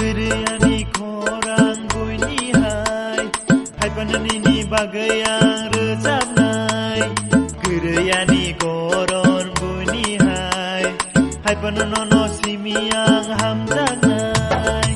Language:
Kok Borok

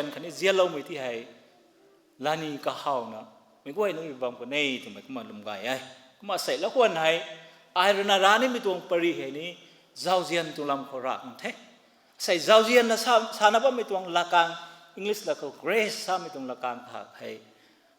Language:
Rongmei Naga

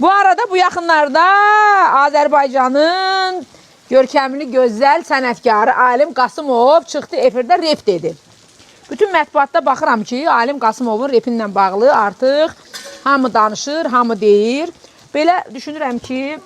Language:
Azerbaijani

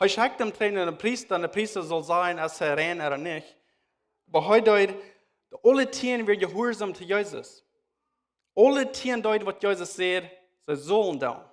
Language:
Plautdietsch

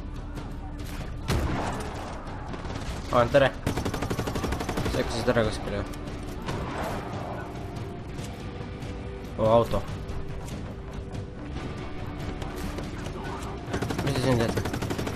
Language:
Estonian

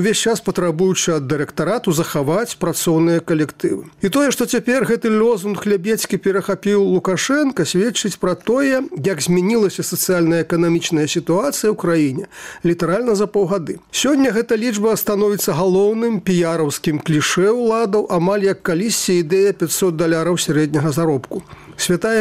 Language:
Belarusian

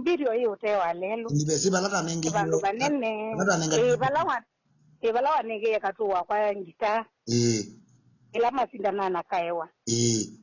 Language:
Kamba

